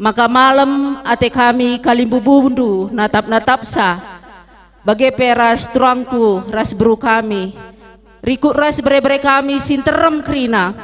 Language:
Batak Karo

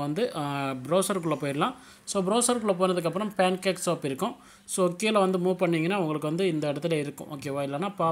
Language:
Tamil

